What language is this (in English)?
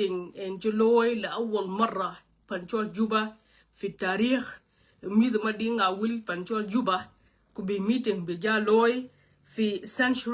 Nuer